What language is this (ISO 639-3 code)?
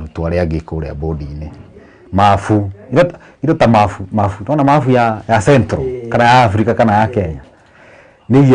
kik